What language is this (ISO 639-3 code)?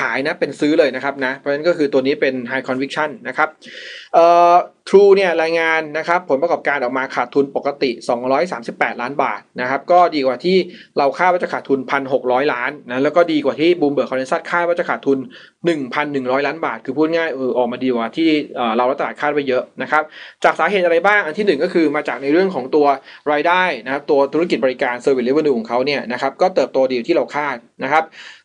tha